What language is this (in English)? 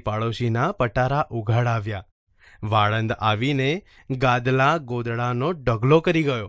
Gujarati